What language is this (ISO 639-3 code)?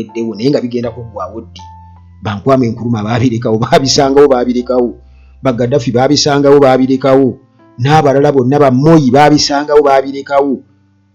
lug